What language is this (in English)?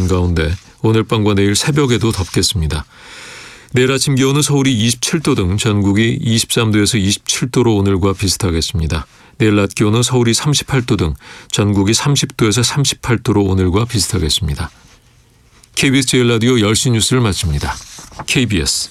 Korean